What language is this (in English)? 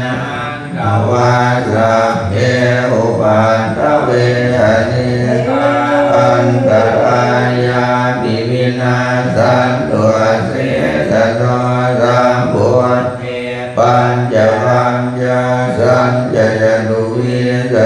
Pali